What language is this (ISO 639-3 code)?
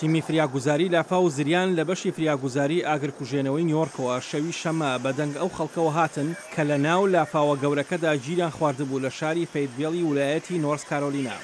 ckb